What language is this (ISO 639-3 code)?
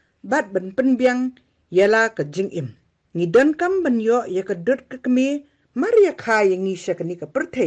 kha